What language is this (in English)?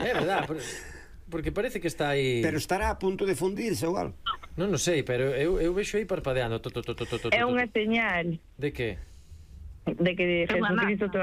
Galician